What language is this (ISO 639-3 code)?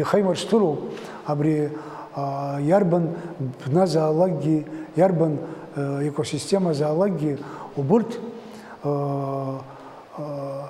abk